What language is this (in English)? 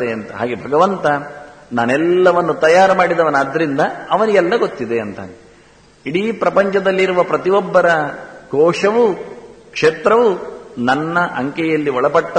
Kannada